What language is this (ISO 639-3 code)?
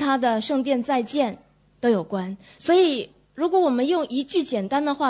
zho